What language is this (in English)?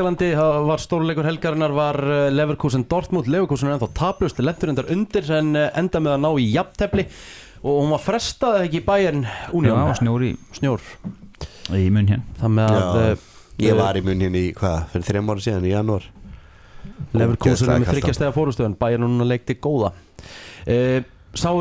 Icelandic